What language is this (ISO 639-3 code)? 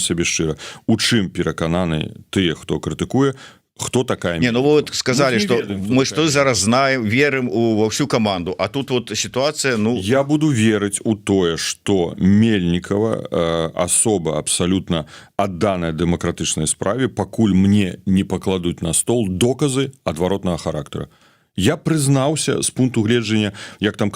bel